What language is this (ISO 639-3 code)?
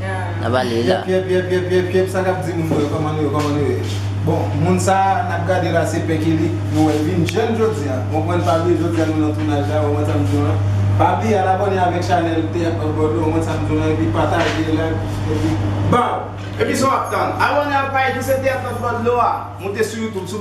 hat